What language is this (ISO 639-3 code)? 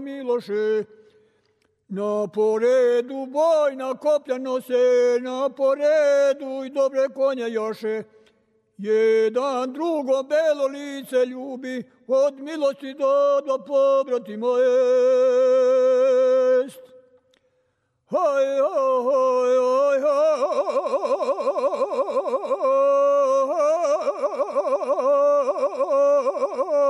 srp